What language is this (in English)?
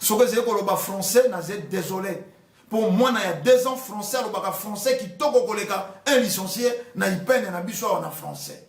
Lingala